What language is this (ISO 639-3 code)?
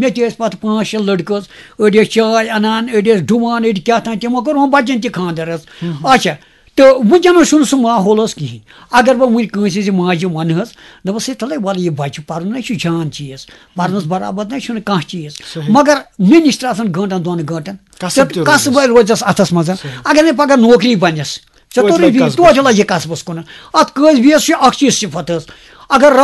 kas